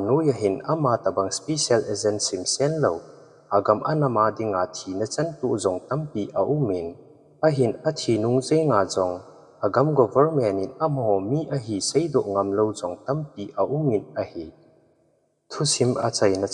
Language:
Thado Chin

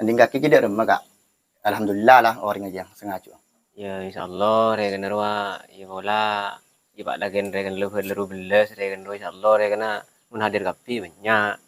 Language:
Madurese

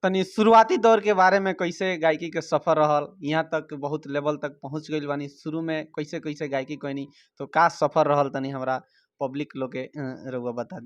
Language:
Bhojpuri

